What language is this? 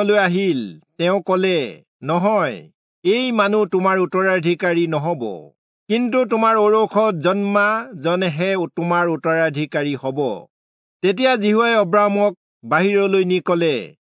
Assamese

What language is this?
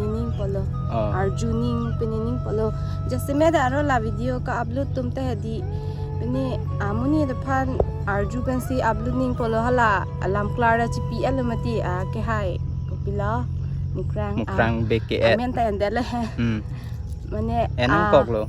Karbi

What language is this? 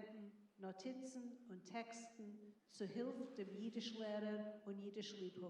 Yiddish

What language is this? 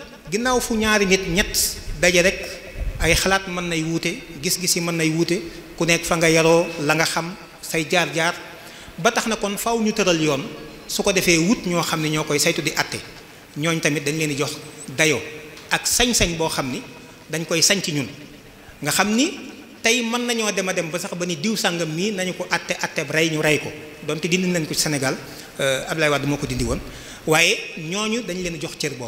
Wolof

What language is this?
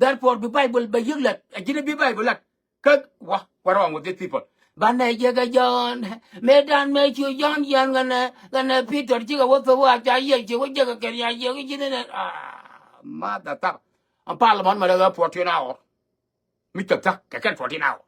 Nuer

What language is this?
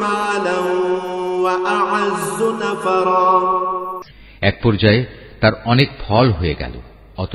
Bangla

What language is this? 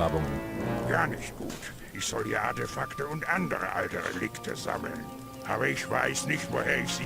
Bavarian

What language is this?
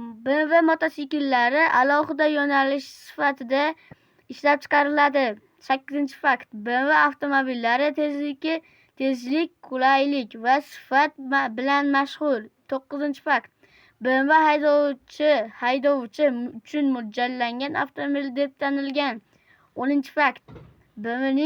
Uzbek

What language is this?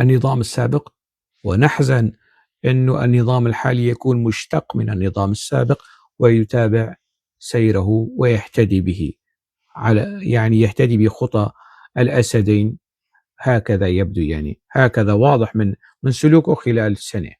North Levantine Arabic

